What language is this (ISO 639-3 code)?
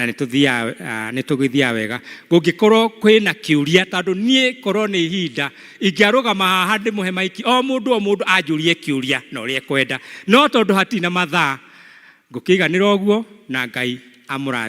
kik